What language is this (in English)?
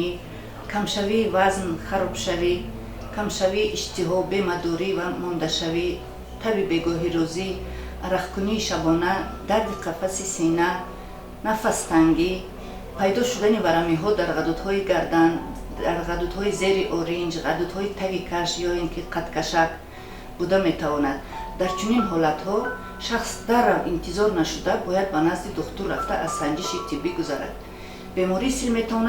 Tajik